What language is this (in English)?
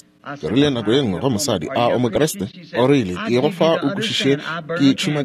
Northern Sotho